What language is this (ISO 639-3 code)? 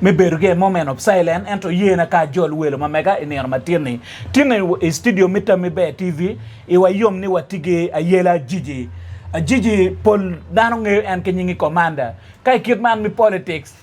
ach